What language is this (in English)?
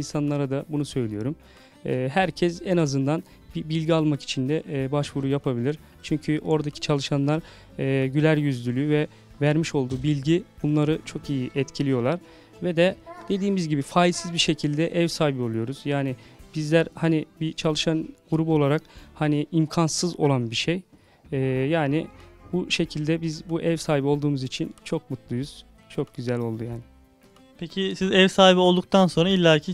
Turkish